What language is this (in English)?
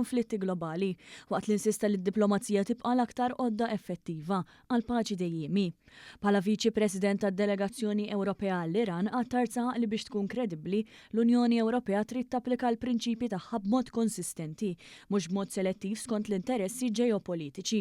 Maltese